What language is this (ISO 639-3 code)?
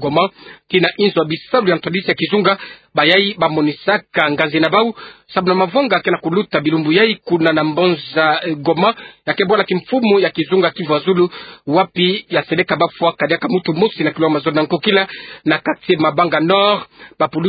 ktu